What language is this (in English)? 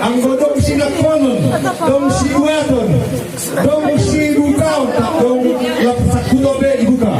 Batak Simalungun